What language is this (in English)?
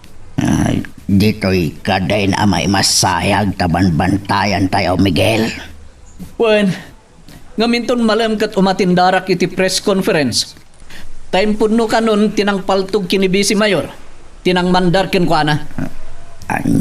Iloko